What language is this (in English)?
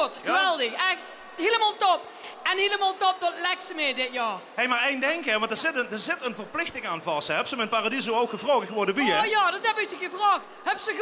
Limburgish